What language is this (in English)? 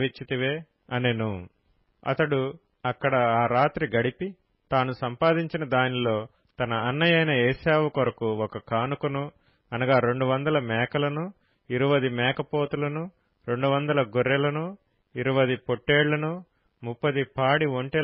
Telugu